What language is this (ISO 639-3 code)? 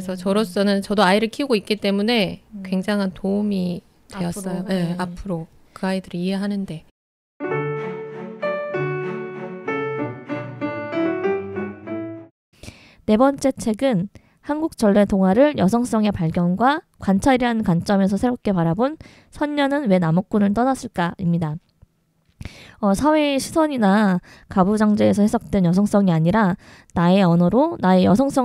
kor